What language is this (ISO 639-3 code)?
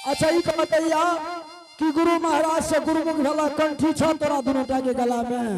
anp